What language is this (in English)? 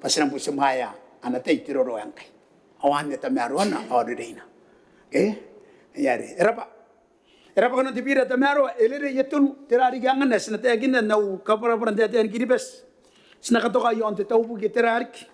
Gilbertese